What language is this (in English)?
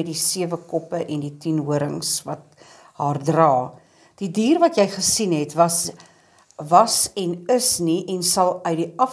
Afrikaans